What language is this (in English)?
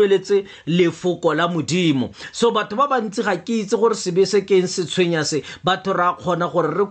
Tswana